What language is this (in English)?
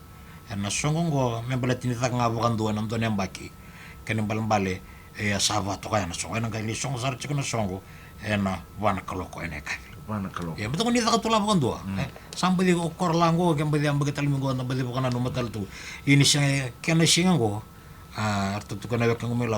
Fijian